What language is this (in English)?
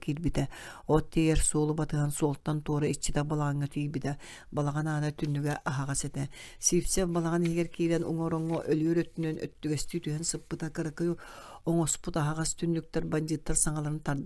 Yakut